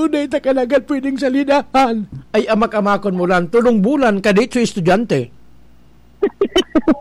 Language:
Bikol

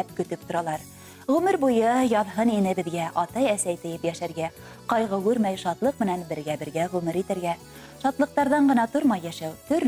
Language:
Bashkir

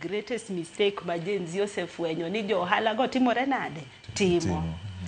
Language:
Luo (Kenya and Tanzania)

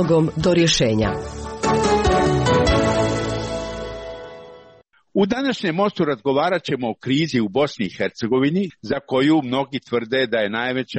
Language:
Croatian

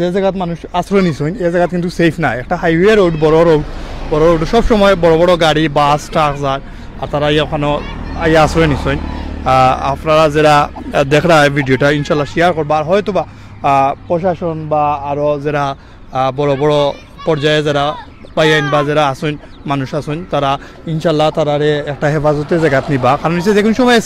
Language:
Sylheti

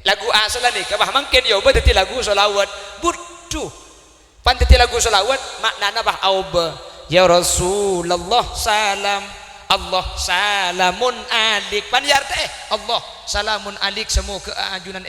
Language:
Madurese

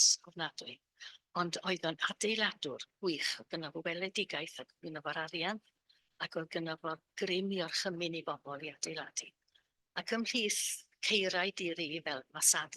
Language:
Welsh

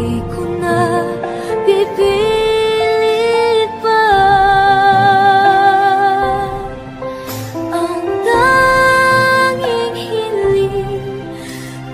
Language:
Filipino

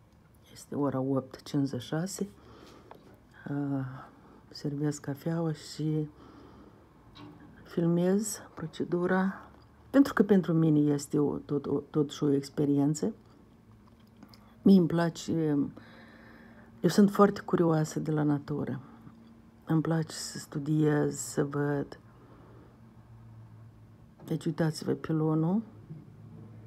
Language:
Romanian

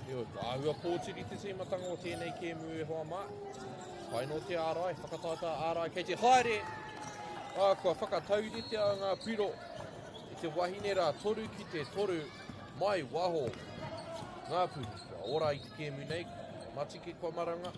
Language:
Māori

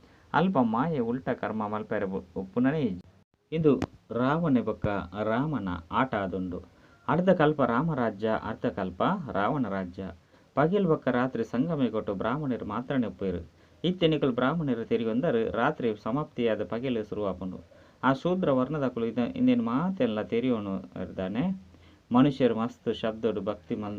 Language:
Tulu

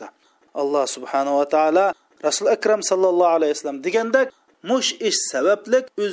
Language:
Uyghur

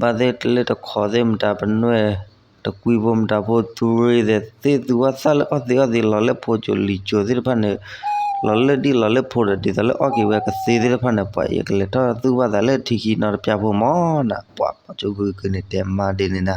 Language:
S'gaw Karen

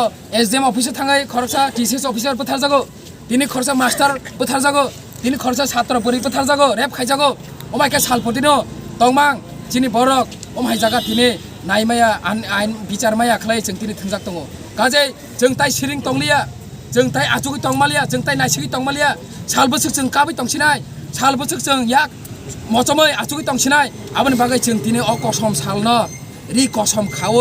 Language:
Kok Borok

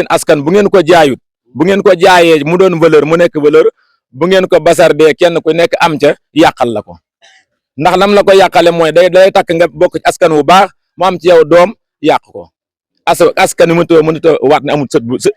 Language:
Wolof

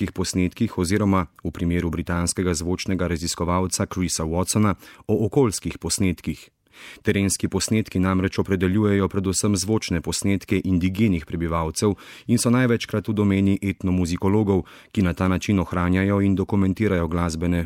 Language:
Slovenian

